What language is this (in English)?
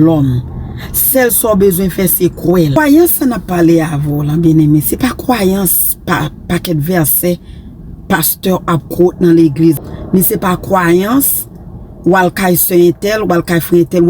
Haitian Creole